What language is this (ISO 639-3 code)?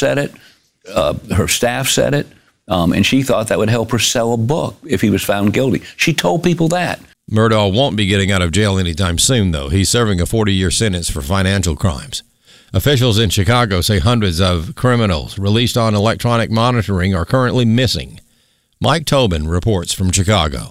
eng